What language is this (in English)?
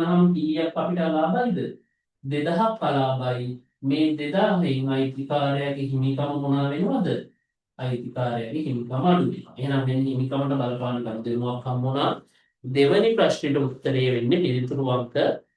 Sinhala